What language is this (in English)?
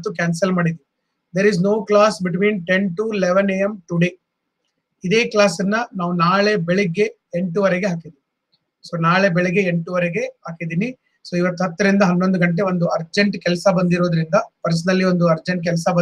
Kannada